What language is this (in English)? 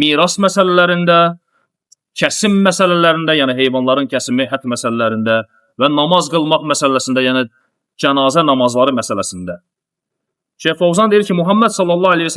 Azerbaijani